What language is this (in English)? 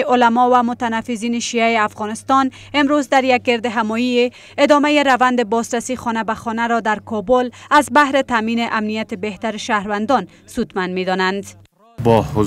Persian